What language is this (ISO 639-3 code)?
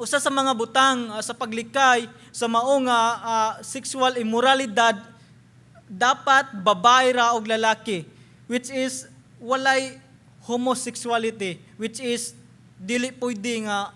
ceb